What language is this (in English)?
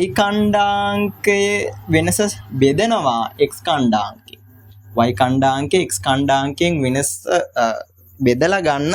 Sinhala